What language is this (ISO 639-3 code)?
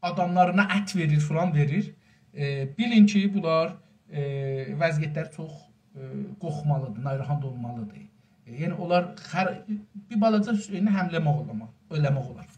azb